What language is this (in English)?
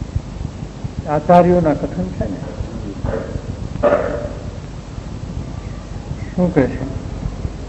Gujarati